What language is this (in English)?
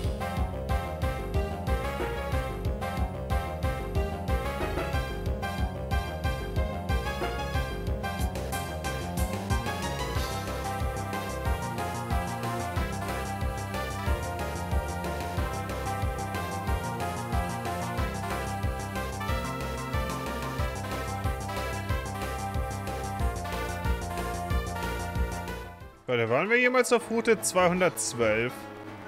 German